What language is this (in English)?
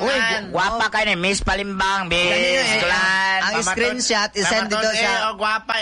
Cebuano